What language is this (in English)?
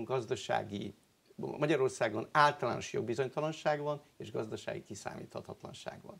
Hungarian